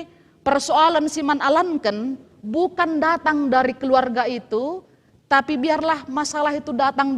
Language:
Batak Karo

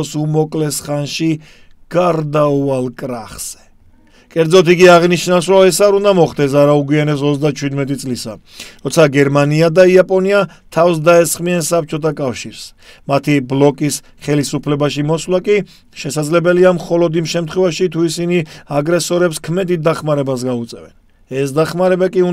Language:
Georgian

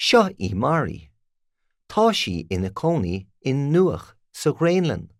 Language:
Irish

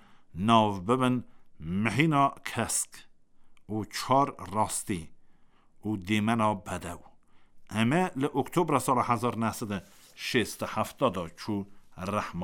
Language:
Kurdish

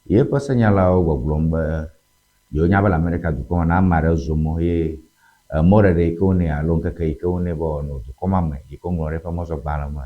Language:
Ewe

